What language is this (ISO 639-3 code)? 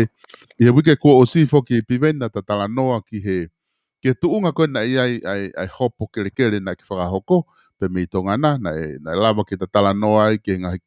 ton